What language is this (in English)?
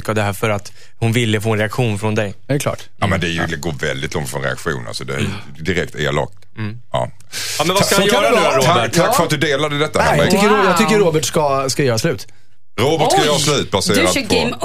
Swedish